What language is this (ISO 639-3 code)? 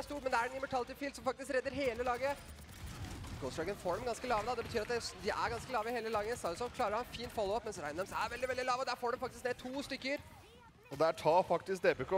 nor